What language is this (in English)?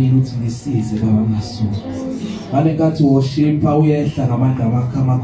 Zulu